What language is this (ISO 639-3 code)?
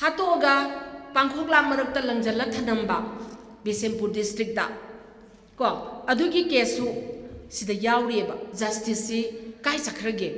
mni